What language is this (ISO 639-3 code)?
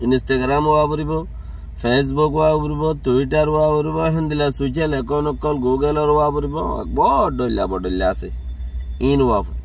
rhg